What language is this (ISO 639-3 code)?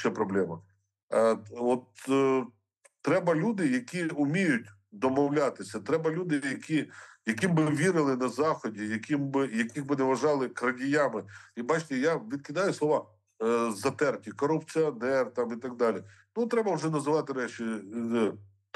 ukr